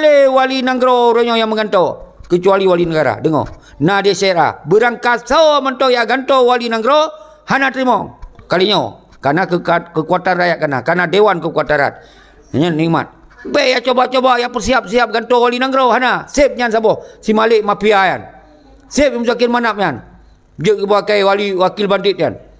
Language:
Achinese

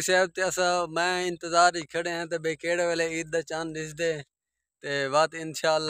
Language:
Saraiki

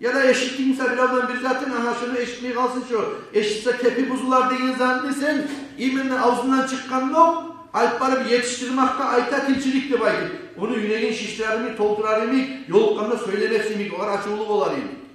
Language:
Kumyk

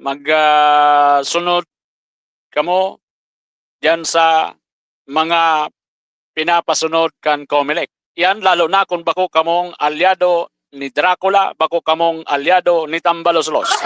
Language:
Bikol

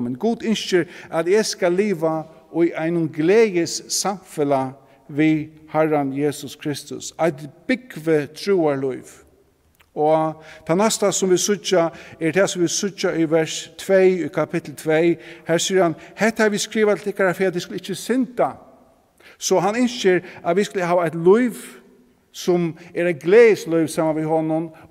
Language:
Faroese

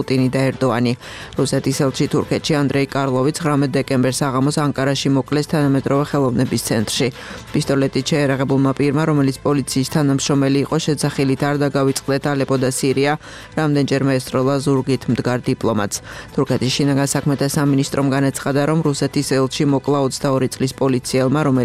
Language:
Georgian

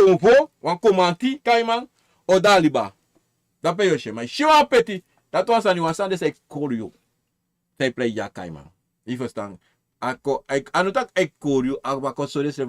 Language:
Sranan Tongo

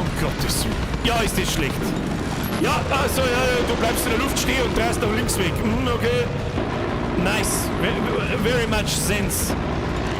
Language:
Bavarian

